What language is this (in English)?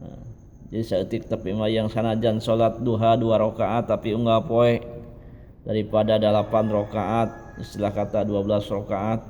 Sundanese